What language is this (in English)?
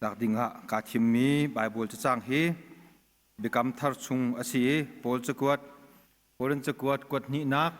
Hakha Chin